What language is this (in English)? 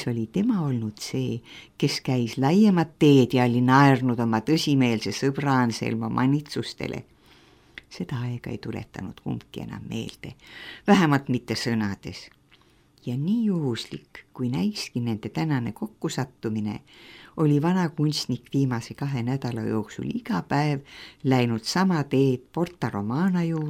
Estonian